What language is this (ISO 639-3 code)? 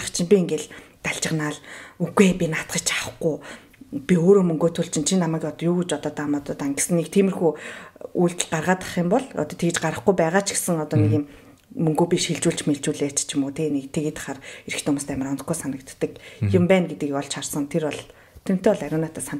mon